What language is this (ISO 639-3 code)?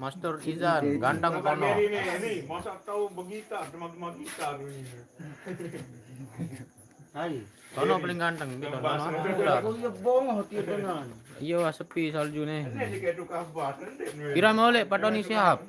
sas